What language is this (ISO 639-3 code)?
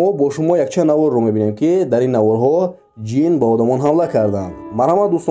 tgk